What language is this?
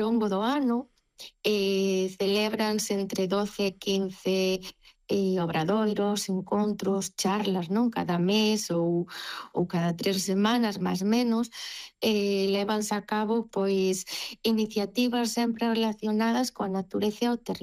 Galician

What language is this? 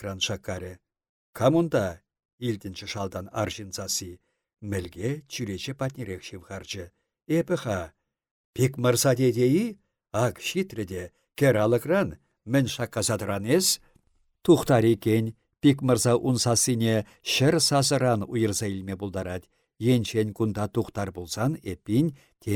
Chuvash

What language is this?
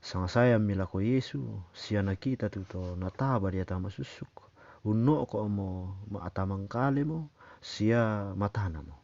Toraja-Sa'dan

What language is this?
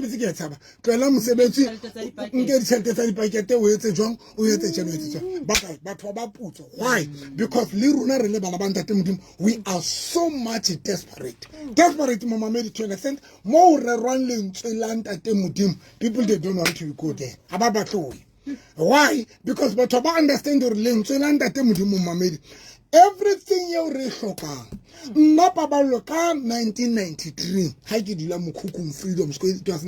Southern Sotho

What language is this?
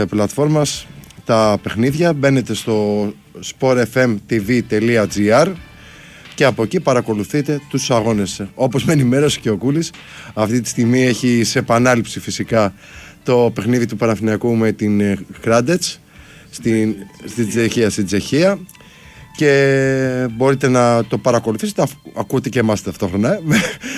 Greek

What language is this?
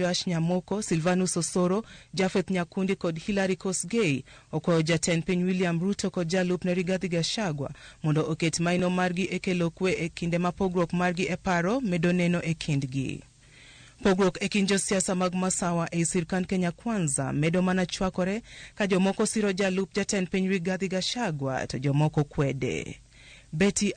Luo (Kenya and Tanzania)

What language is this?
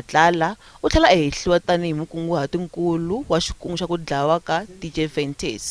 Tsonga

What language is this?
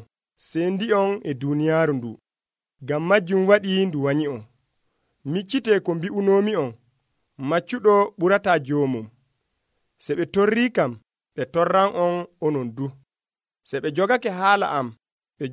Nigerian Fulfulde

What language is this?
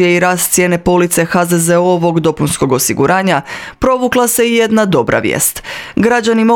Croatian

